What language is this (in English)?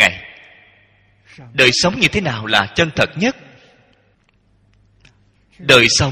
Vietnamese